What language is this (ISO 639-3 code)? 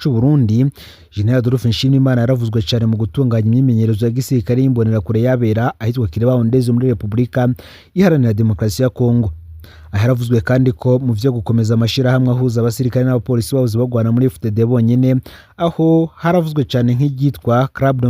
run